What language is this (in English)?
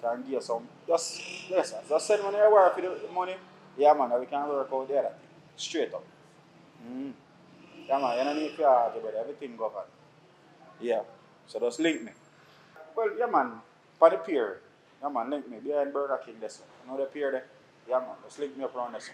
Jamaican Creole English